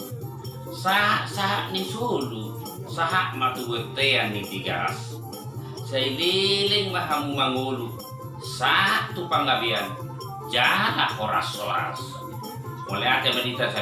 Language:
Batak Toba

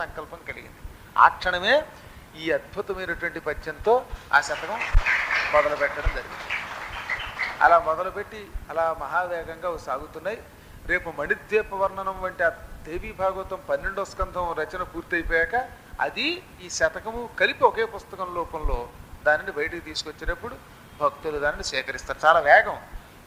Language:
Telugu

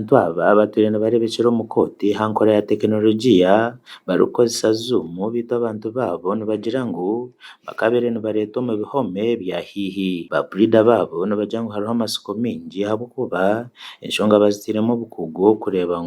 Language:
Nyankole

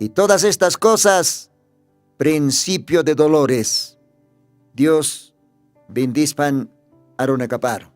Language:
Aymara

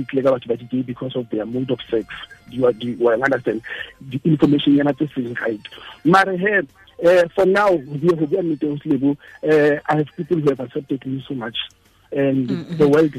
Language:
Tswana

